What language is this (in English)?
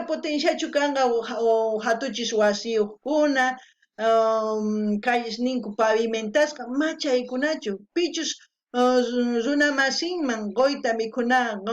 South Bolivian Quechua